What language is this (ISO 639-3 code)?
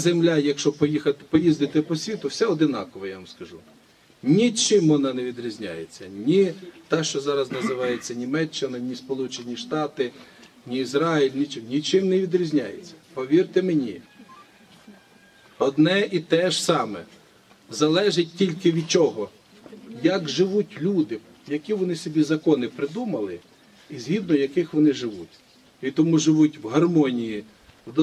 ukr